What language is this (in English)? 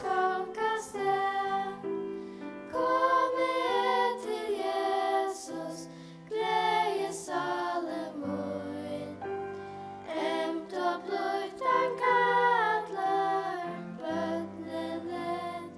Faroese